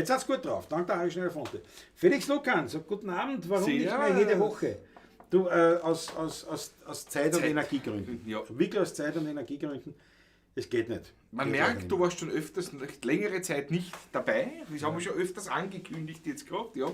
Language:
Bavarian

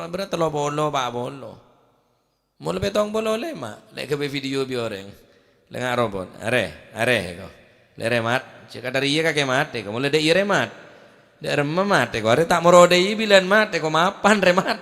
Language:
Madurese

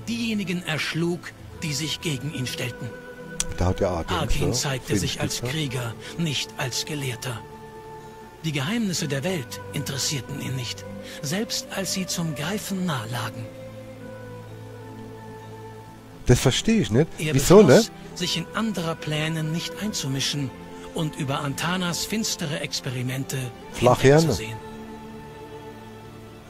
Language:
German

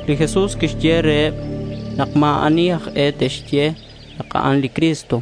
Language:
Kekchí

